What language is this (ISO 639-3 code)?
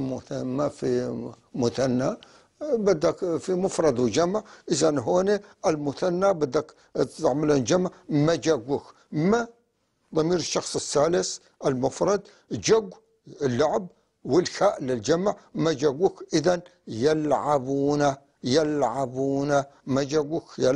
apc